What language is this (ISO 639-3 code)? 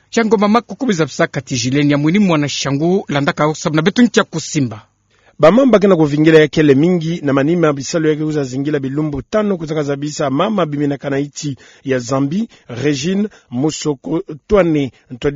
ktu